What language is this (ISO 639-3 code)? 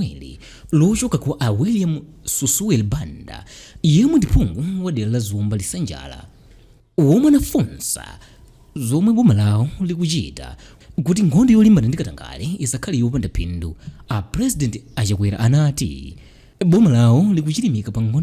nya